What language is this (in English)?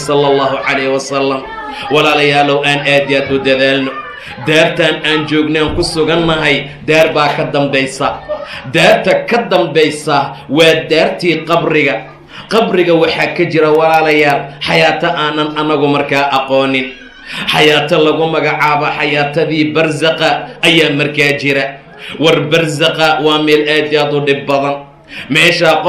Somali